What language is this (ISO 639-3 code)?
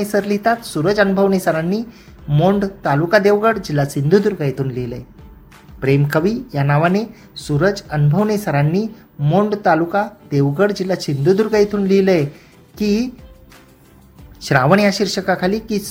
mar